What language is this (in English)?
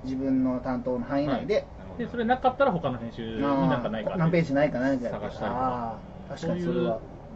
Japanese